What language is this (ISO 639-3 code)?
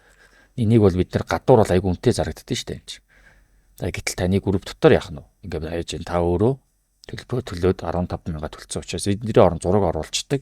mon